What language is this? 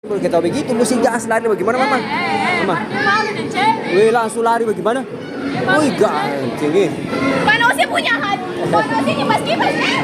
Ambonese Malay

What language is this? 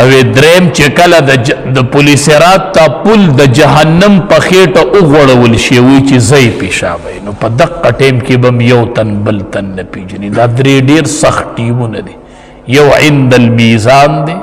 Pashto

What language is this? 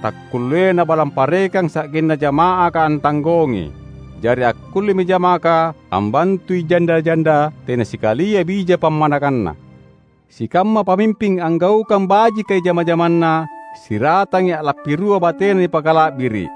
Makasar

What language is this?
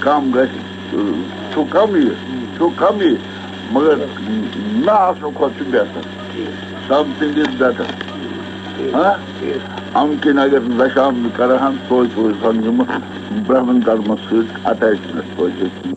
Kashmiri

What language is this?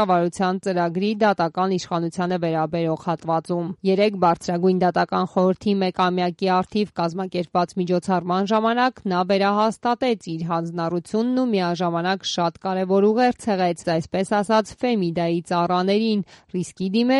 Armenian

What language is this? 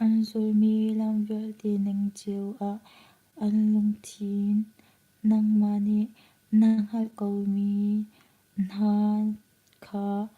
Hakha Chin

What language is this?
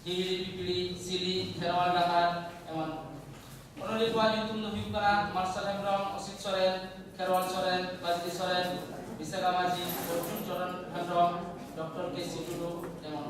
Santali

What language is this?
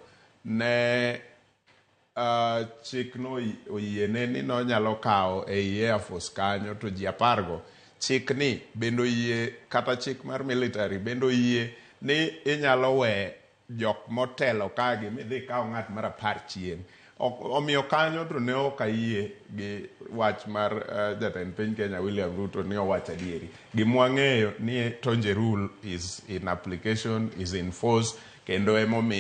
Luo (Kenya and Tanzania)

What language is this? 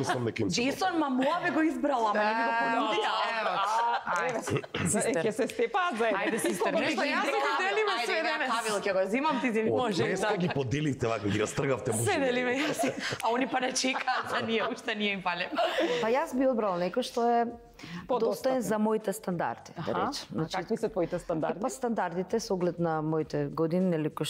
Macedonian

